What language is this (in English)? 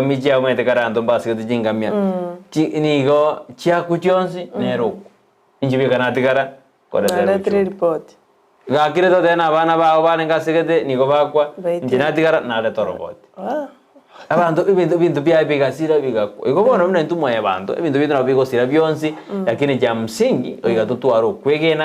Gusii